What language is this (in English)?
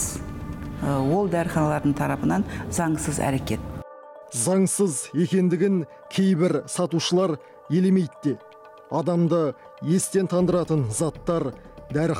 Kazakh